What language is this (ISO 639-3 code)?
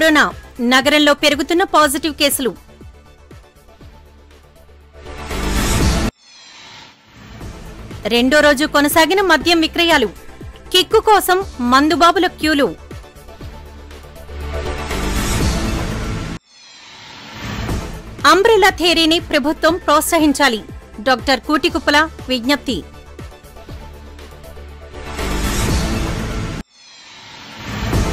tel